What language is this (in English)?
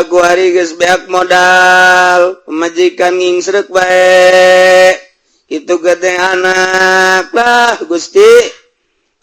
Sundanese